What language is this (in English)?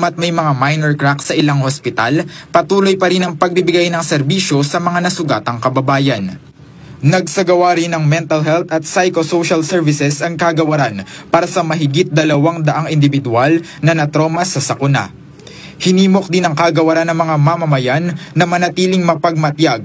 Filipino